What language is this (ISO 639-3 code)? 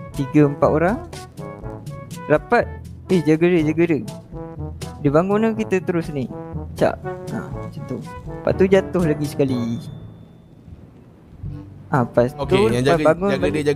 msa